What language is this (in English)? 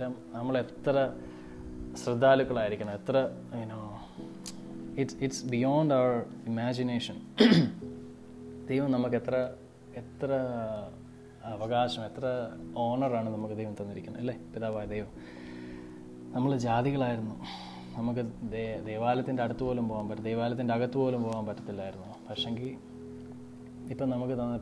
Malayalam